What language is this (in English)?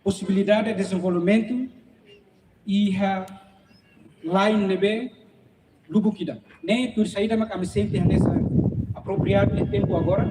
Tetum